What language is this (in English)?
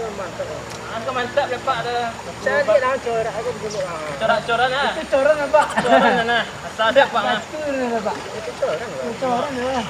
Minangkabau